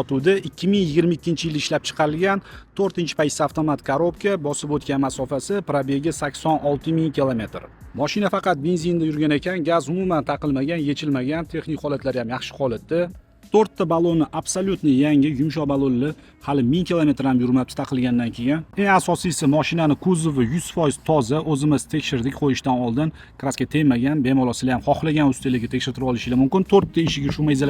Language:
Uzbek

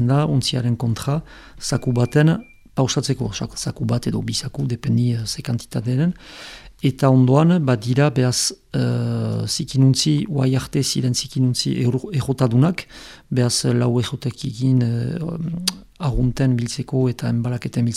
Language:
Basque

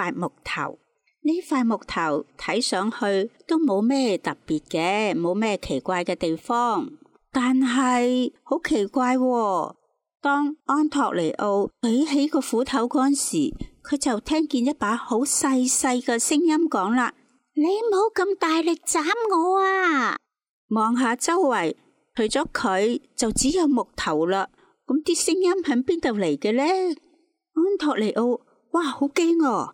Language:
Cantonese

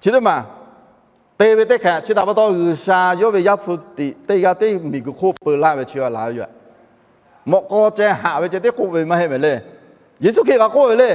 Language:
Lahu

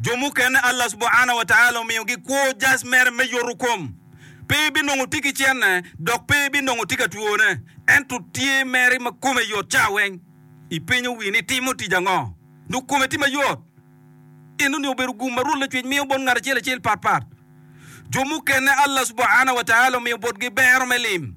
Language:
Acoli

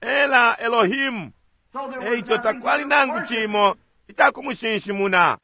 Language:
Bemba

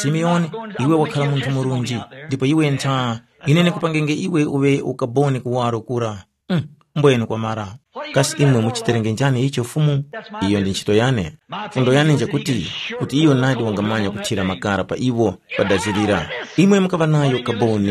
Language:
Tumbuka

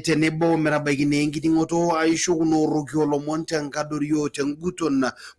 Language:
Masai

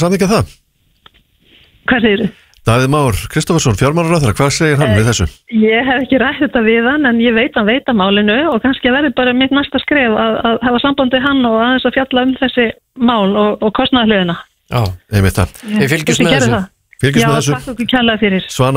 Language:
Icelandic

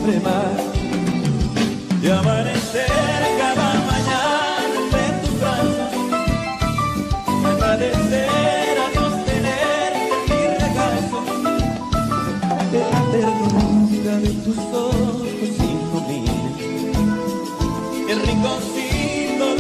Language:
Spanish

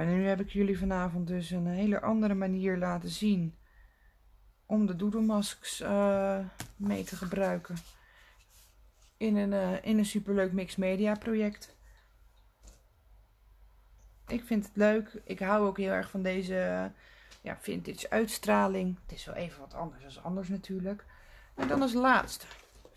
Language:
Dutch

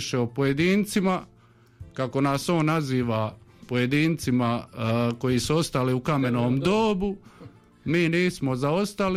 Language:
Croatian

